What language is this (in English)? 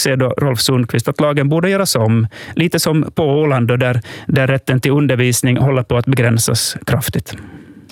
Swedish